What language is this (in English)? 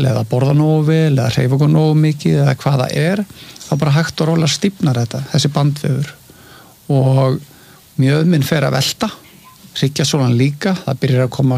Icelandic